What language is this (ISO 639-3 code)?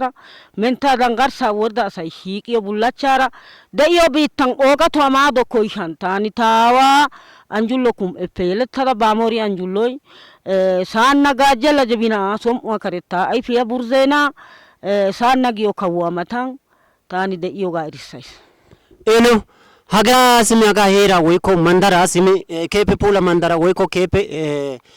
wal